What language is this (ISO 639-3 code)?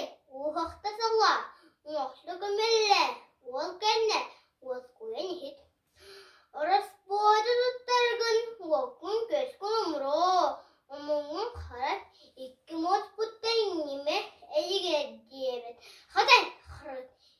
sah